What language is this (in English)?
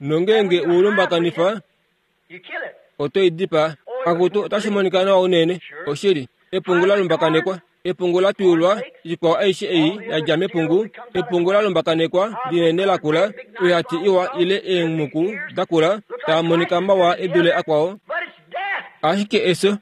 Kuanyama